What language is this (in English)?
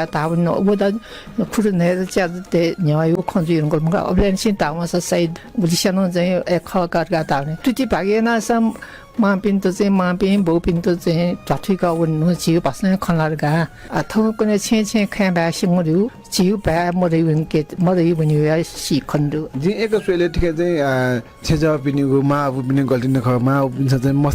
Newari